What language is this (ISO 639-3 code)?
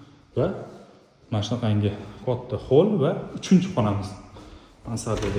uzb